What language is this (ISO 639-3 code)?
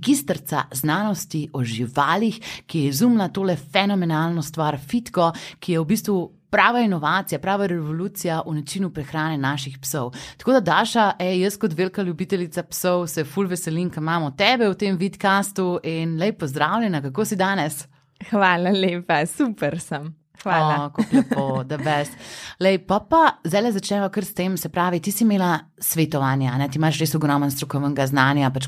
slv